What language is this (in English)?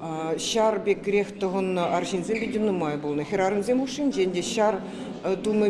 Chuvash